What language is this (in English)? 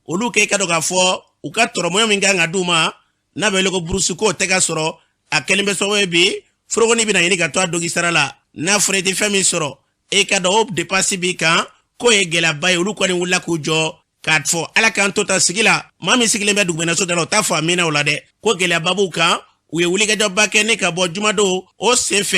Bambara